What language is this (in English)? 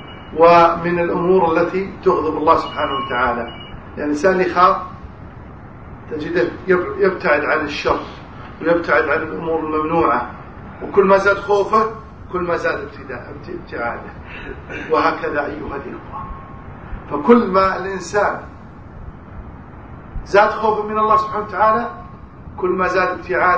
Arabic